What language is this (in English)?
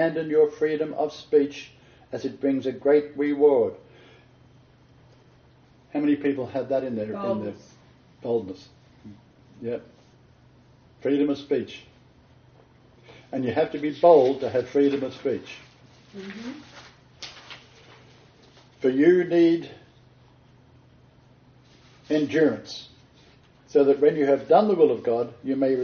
English